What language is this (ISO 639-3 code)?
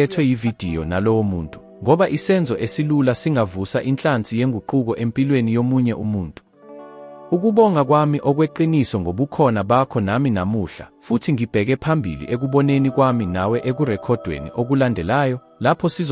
zul